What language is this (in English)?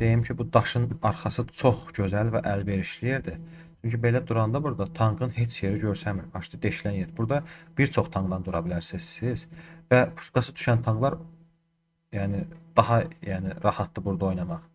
Azerbaijani